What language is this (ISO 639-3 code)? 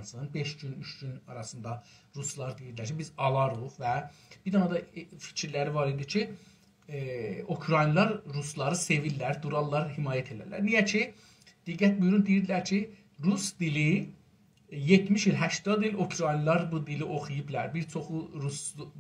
azb